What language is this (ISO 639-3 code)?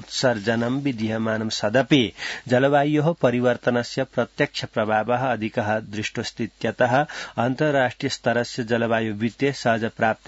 san